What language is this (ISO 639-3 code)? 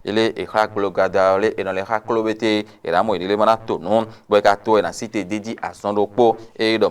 fon